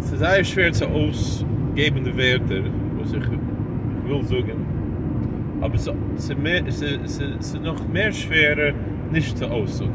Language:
Yiddish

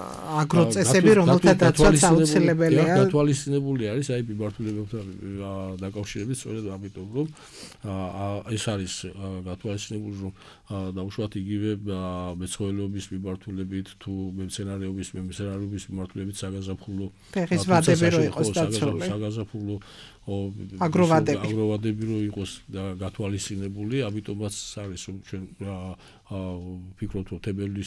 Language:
Georgian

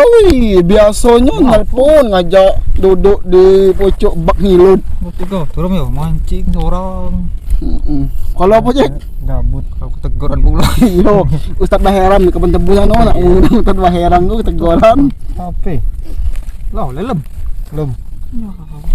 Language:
Musi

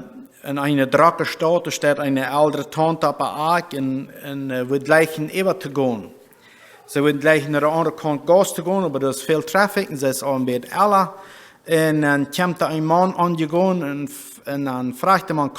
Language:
Plautdietsch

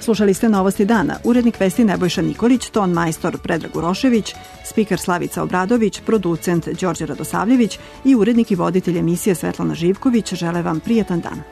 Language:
Serbian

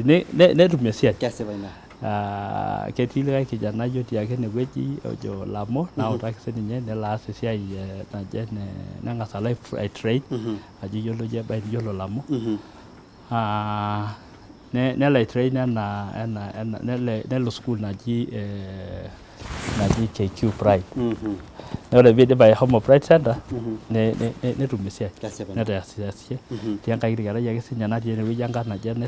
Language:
Masai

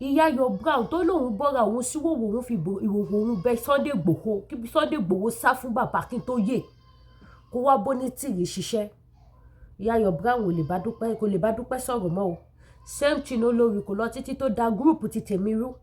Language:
Yoruba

